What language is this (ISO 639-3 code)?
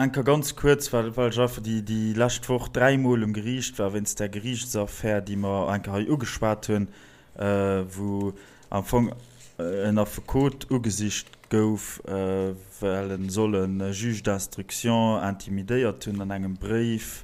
ltz